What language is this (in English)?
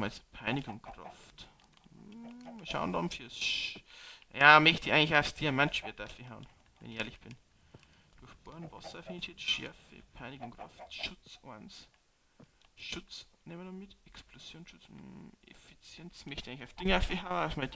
Bavarian